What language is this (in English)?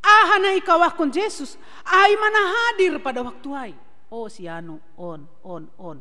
Batak Simalungun